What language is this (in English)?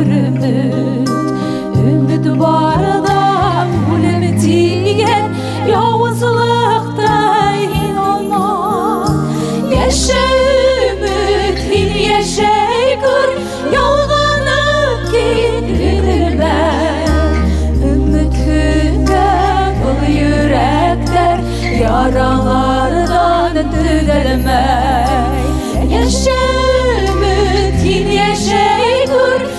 Bashkir